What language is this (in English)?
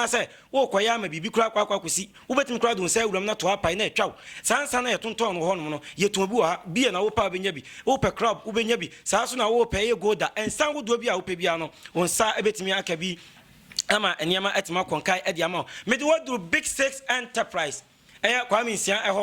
Akan